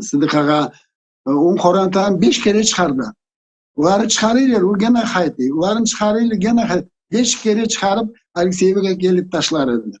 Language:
Crimean Tatar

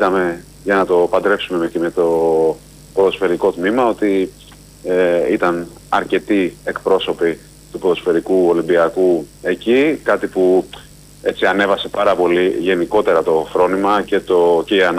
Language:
Greek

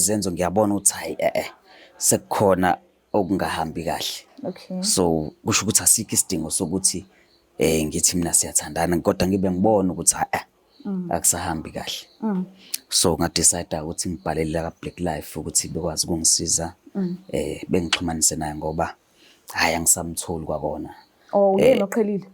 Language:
Zulu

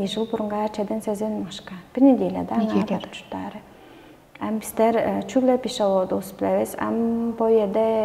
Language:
Tuvinian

